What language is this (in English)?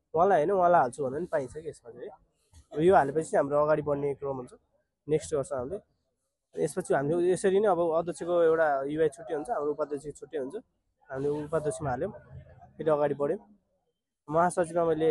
Nepali